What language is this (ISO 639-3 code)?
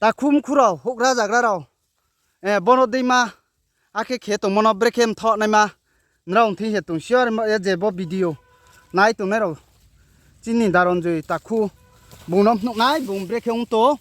ria